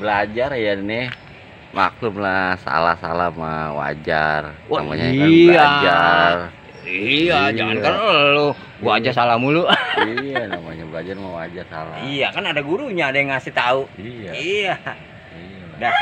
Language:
Betawi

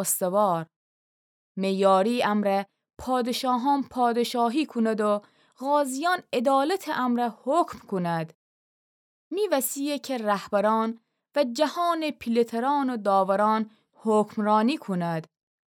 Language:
Gilaki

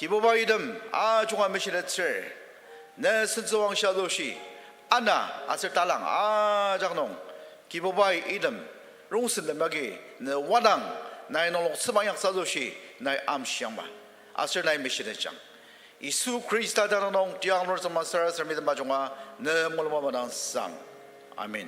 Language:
Ao Naga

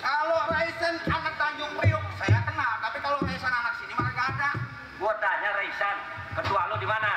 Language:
Betawi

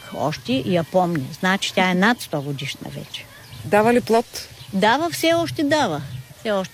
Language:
Bulgarian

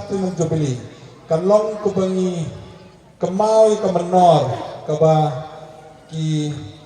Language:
Khasi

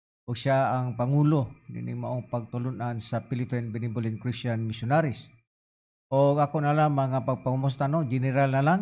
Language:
Cebuano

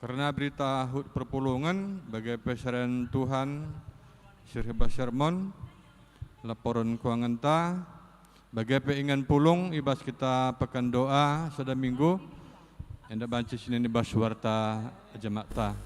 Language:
Batak Karo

